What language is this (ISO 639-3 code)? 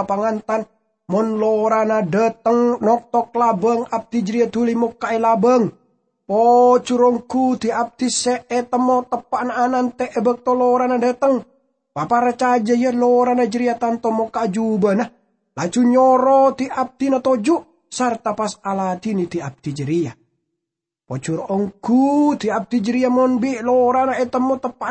mad